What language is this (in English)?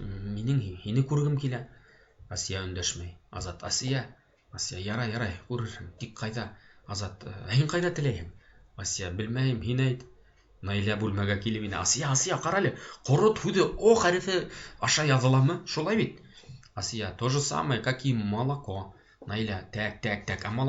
Bashkir